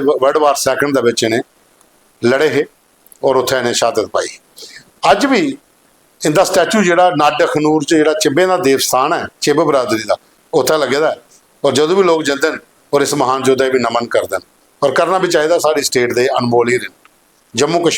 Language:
Dogri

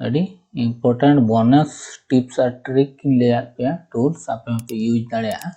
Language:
Santali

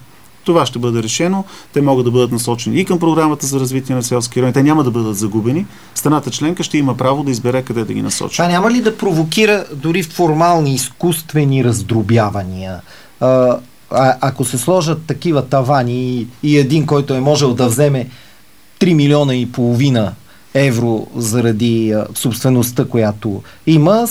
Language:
Bulgarian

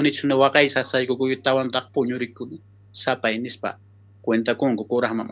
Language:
South Bolivian Quechua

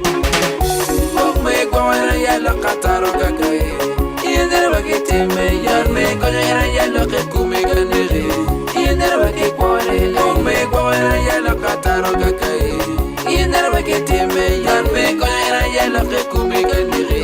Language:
Acoli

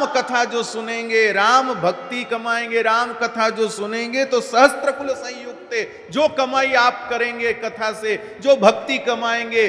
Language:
Hindi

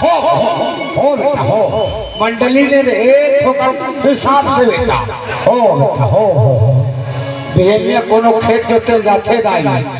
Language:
Chhattisgarhi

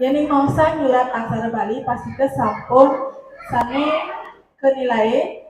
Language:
Balinese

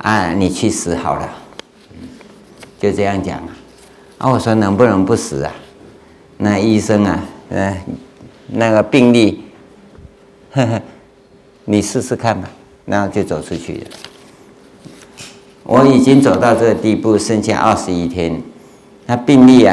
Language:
Chinese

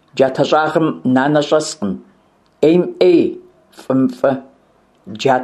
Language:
Kabardian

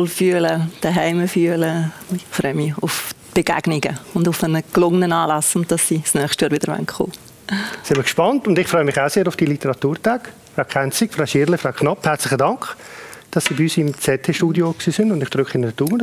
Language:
Swiss German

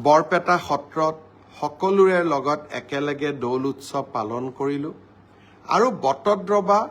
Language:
Assamese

